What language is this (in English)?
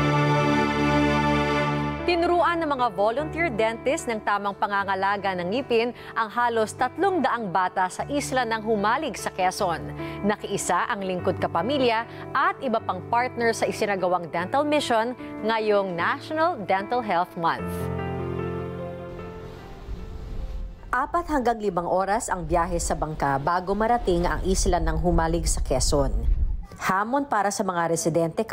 Filipino